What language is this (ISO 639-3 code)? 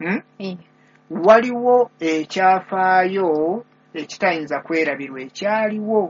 lug